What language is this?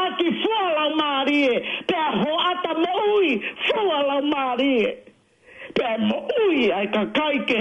Tongan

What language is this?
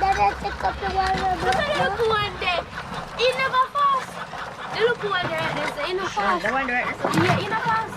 Jamaican Creole English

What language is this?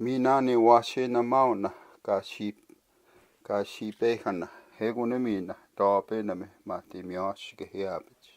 Plains Cree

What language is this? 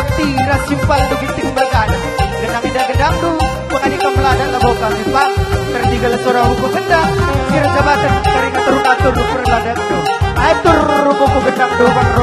Batak Karo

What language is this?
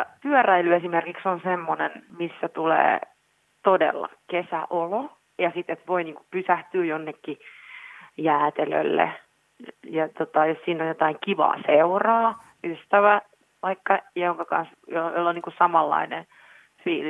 Finnish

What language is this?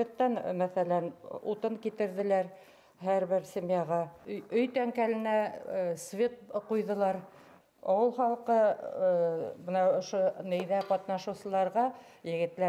Bashkir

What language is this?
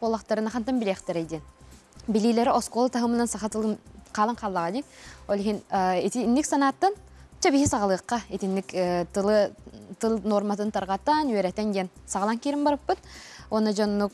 Yakut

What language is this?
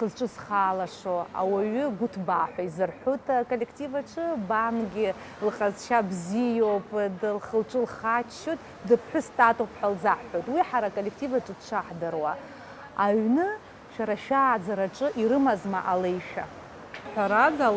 Abkhazian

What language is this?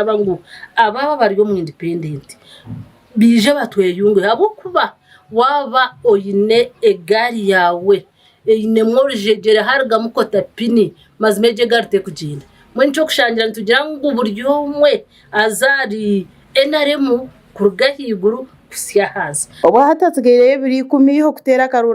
Nyankole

